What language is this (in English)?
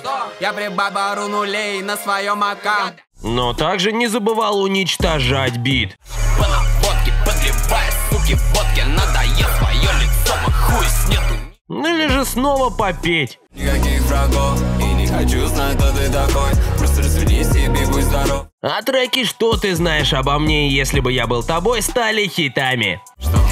Russian